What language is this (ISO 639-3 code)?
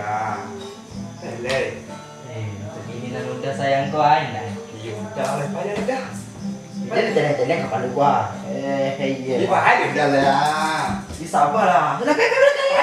min